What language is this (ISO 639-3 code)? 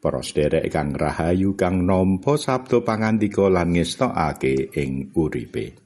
jav